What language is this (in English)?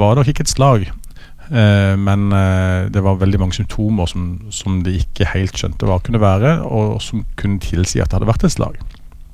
Norwegian